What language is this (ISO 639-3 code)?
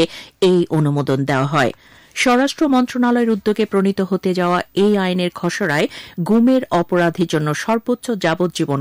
ben